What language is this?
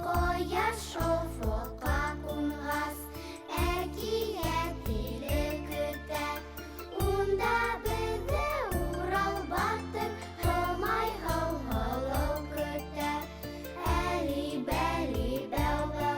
Bashkir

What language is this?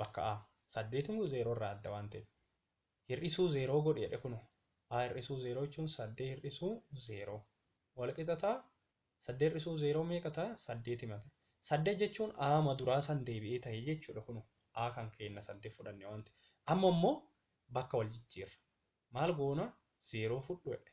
Oromo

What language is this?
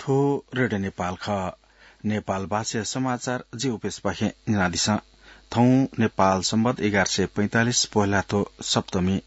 Newari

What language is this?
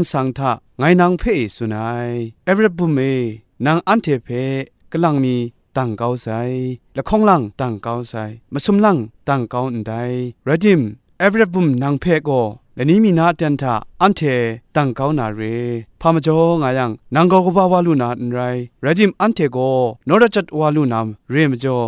Kachin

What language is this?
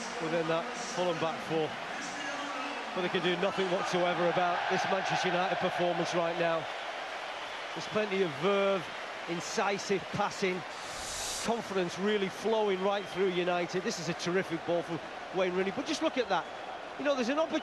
English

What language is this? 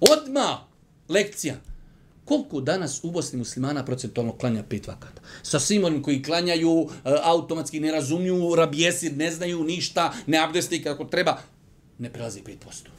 Bosnian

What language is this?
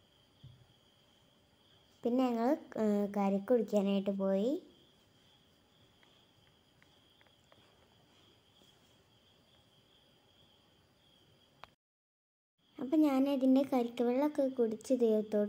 Malayalam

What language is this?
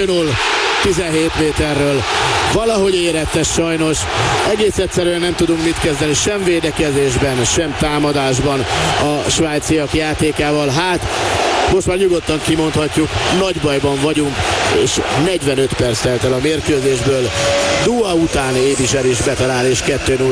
Hungarian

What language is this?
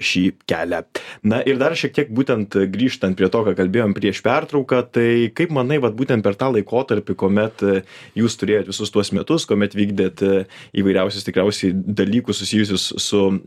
Lithuanian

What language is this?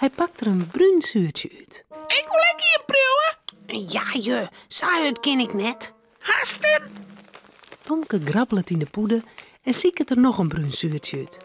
Western Frisian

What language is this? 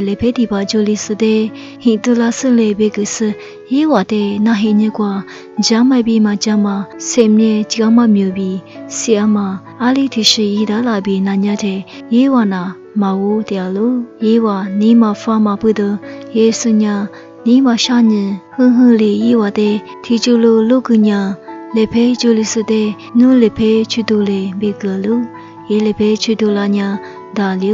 Lisu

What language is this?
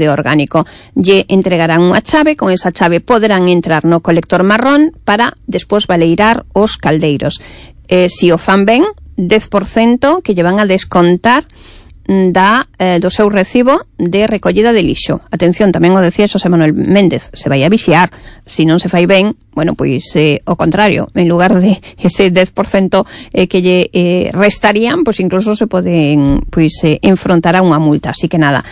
Galician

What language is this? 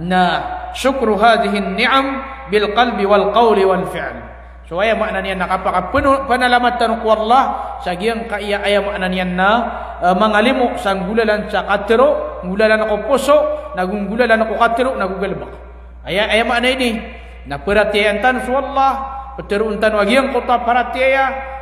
Maranao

